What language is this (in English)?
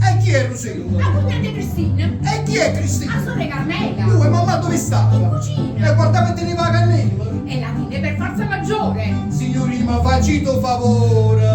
Neapolitan